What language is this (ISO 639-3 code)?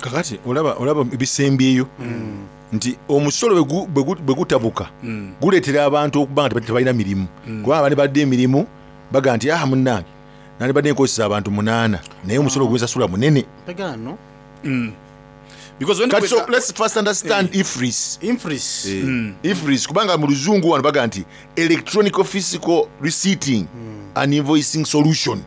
xog